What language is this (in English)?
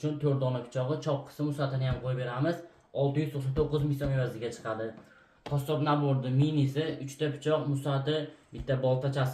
Uzbek